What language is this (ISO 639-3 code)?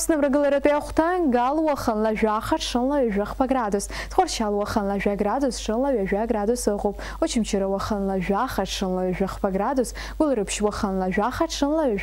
abk